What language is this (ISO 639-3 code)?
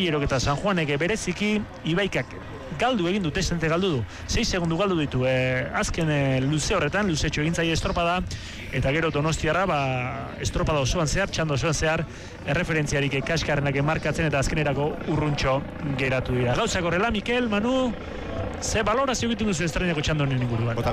eus